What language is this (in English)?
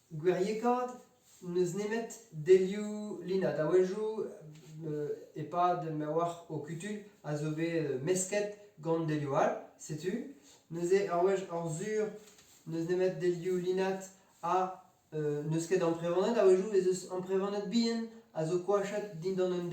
Breton